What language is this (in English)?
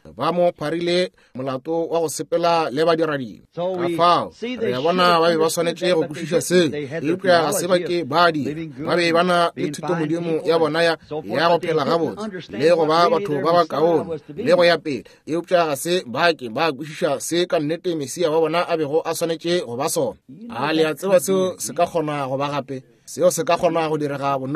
Northern Sotho